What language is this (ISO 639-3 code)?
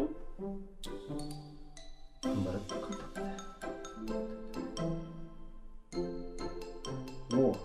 kaz